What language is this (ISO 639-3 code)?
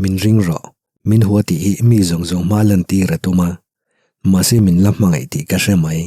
lus